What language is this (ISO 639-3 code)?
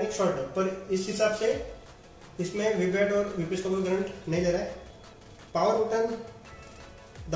hin